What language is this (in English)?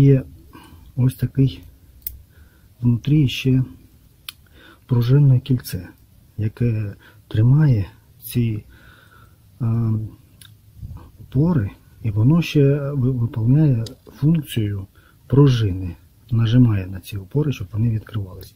Ukrainian